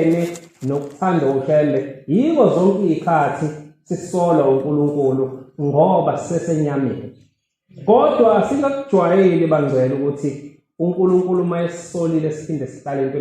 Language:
Zulu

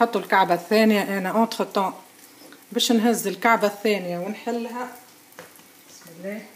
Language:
Tunisian Arabic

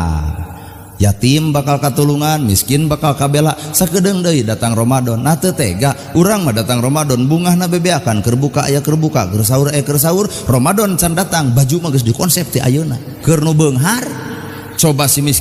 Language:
Sundanese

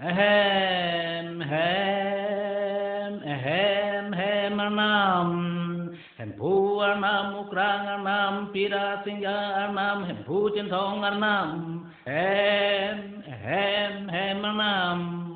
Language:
Karbi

